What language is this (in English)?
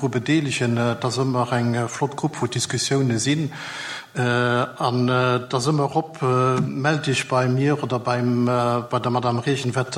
Luxembourgish